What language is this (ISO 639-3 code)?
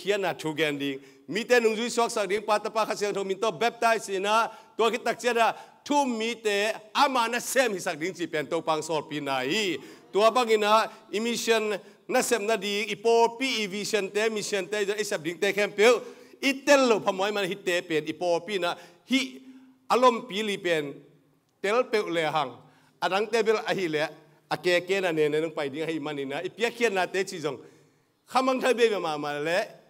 ctd